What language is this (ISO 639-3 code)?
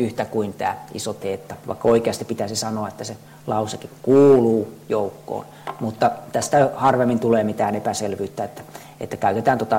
fin